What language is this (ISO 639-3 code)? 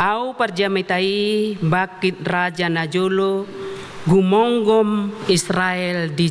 bbc